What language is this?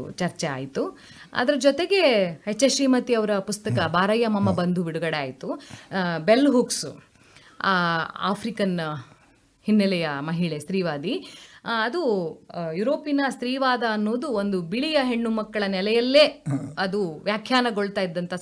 Kannada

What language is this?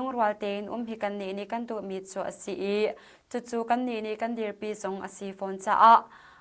Hakha Chin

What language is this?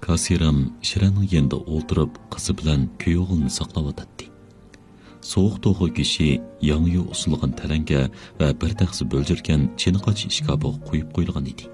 Uyghur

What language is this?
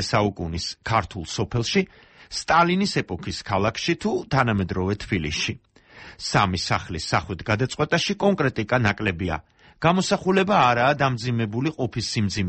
Georgian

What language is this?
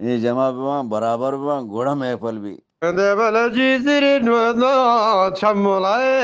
Eastern Balochi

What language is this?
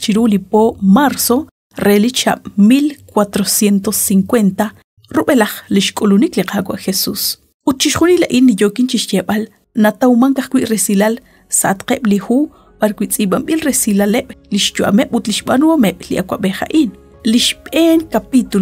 Kekchí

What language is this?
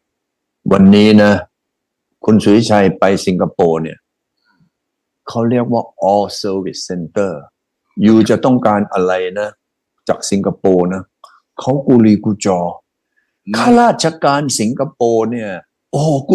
Thai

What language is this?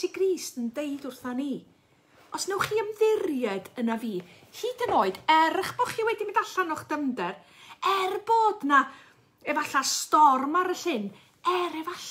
Welsh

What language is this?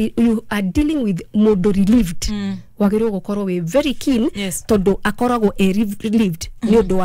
Kikuyu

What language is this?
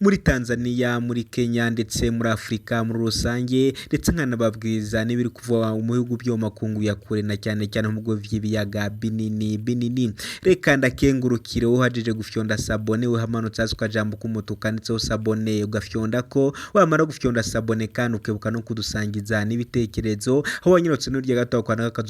Rundi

